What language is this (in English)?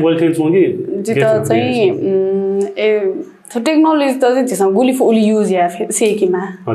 Newari